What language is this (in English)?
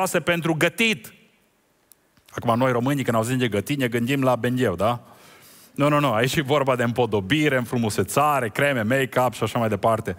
Romanian